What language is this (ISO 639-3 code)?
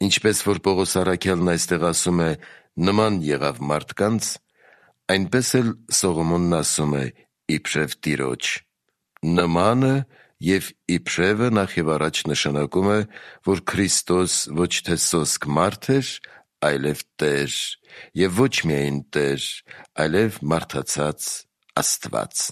hye